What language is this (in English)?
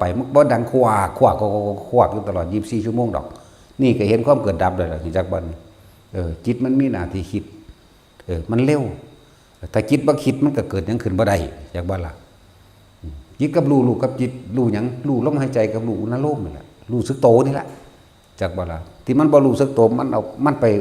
Northeastern Thai